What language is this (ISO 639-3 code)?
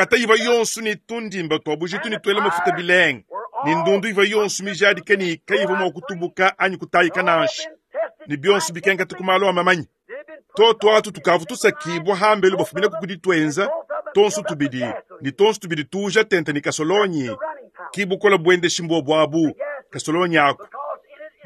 lua